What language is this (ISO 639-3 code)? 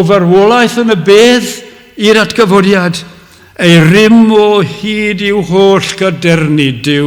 cym